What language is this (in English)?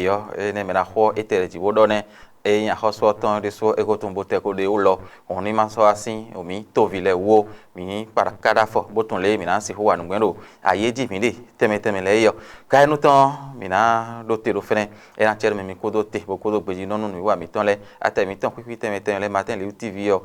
Fon